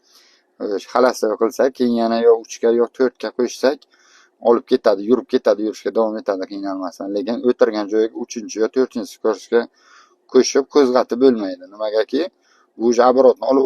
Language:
Uzbek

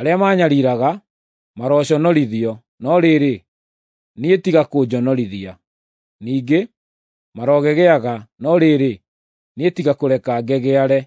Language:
Kikuyu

